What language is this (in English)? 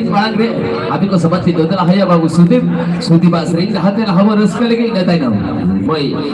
Santali